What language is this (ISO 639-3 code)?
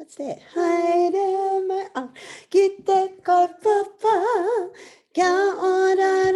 mri